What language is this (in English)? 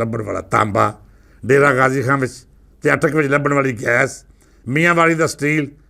Western Panjabi